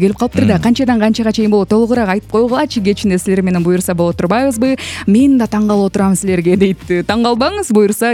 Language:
Kyrgyz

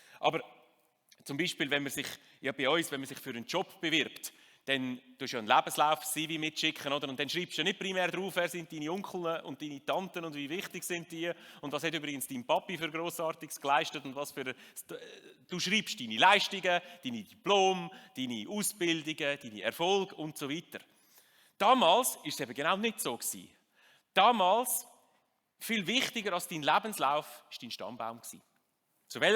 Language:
Swiss German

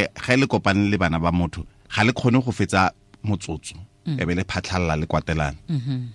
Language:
Tswana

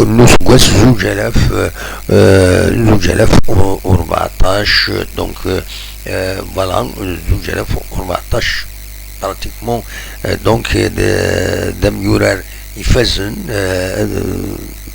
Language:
Kabyle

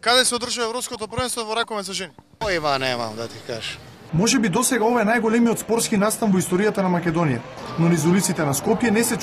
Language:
Macedonian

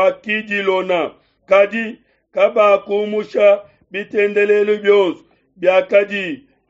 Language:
Luba-Lulua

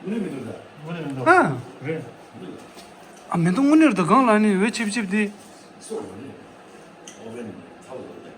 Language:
Tibetan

